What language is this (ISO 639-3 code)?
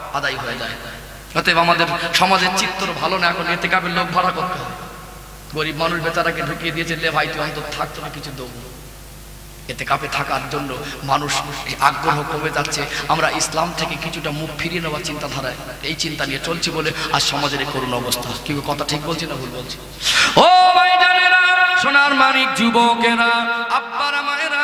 ben